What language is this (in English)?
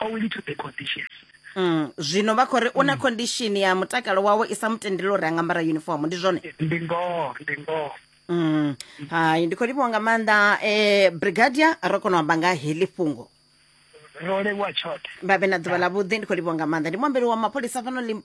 Venda